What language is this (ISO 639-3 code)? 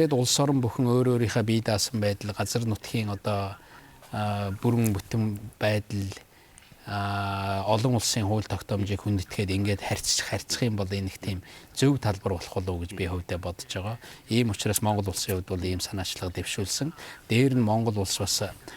mon